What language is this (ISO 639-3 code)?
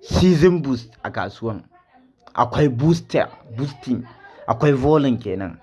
hau